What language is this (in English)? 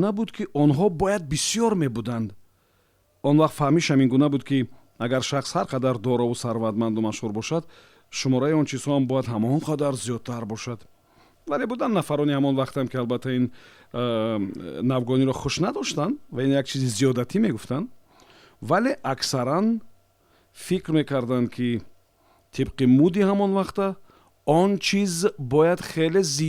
Tajik